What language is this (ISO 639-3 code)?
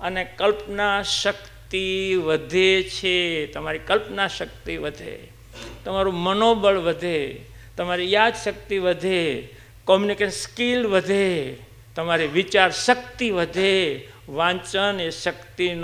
guj